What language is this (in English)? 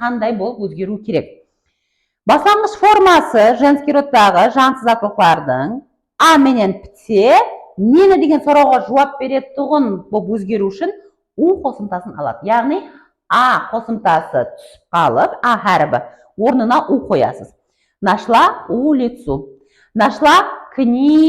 Kara-Kalpak